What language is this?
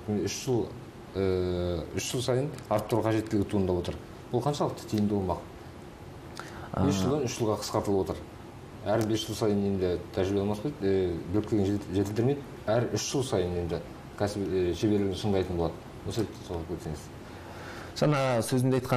Kazakh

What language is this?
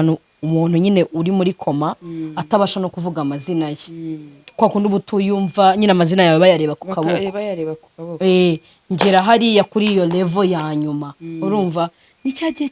Kinyarwanda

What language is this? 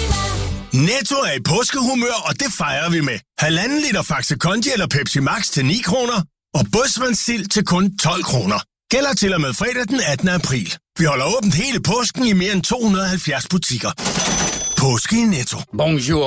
Danish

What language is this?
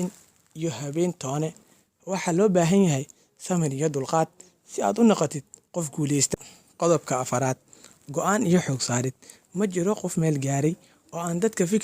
Somali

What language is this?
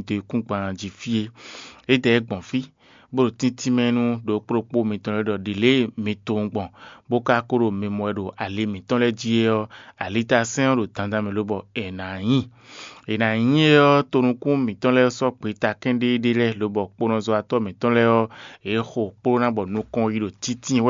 Fon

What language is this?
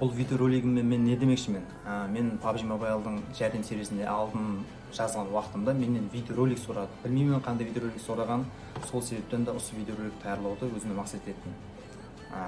Kara-Kalpak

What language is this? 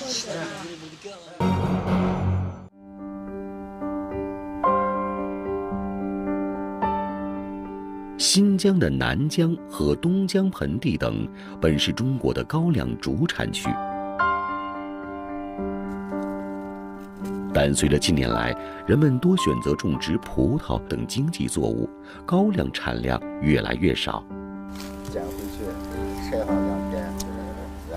Chinese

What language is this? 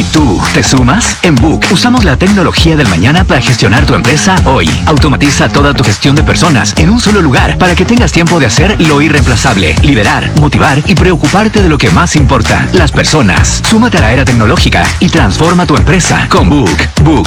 Spanish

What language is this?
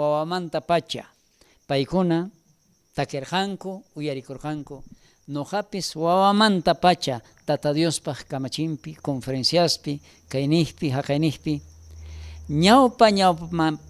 South Bolivian Quechua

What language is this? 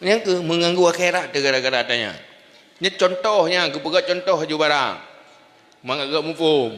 Achinese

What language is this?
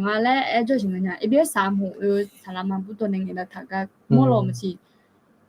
Akha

